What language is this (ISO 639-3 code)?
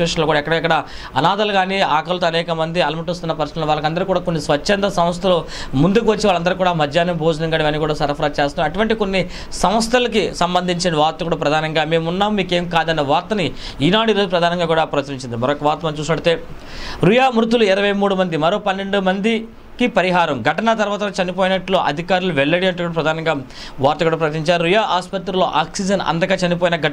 tel